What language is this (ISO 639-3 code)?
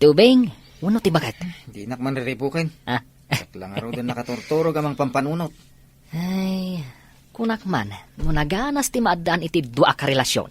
ilo